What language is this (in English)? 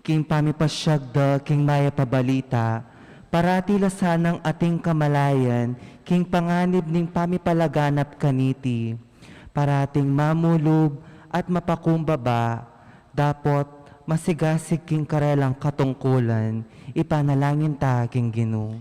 Pampanga